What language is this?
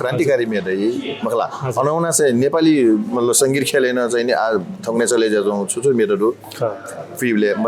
Newari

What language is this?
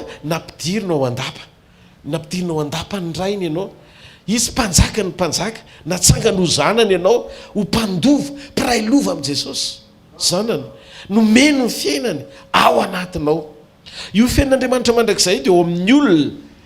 Malagasy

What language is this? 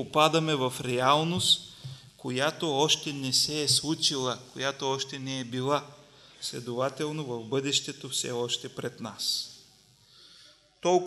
Bulgarian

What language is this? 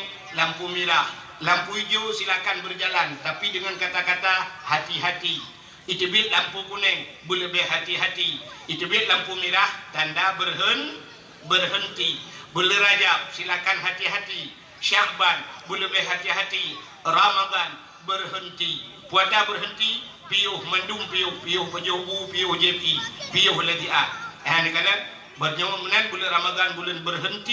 Achinese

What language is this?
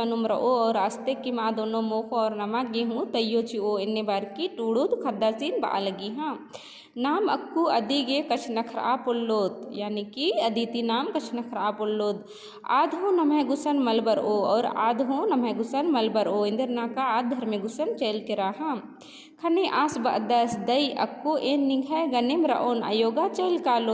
Kurukh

